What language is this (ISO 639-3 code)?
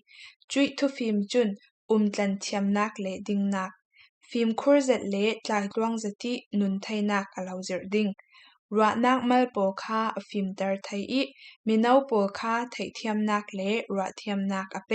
cfm